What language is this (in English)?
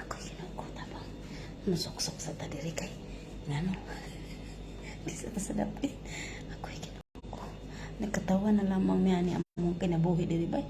Cebuano